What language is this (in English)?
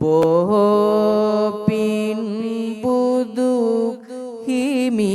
Sinhala